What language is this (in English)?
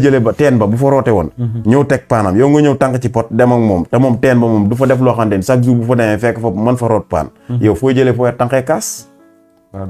Wolof